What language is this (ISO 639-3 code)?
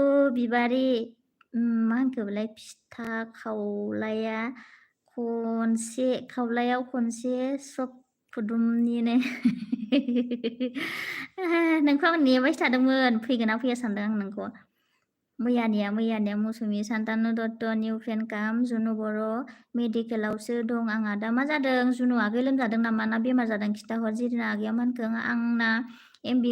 brx